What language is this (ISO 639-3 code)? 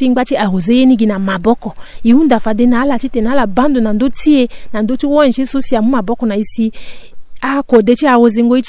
sag